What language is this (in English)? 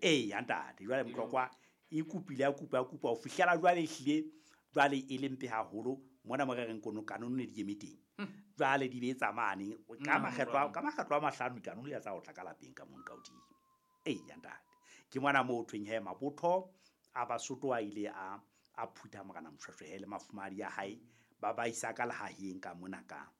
Southern Sotho